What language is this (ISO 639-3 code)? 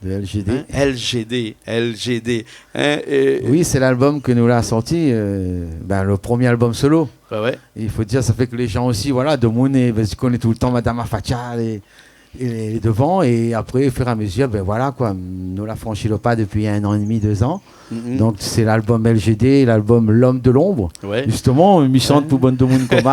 rcf